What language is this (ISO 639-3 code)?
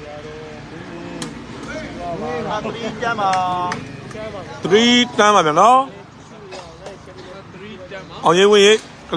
mya